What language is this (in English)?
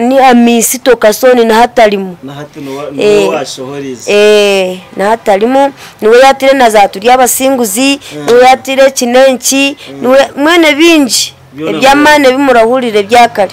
Nyankole